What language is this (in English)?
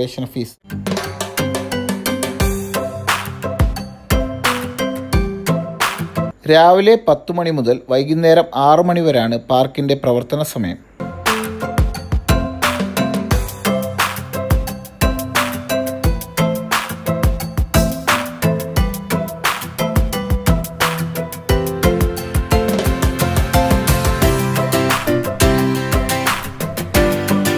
Malayalam